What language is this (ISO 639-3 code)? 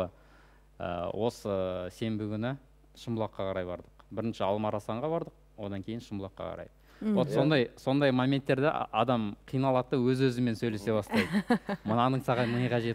kaz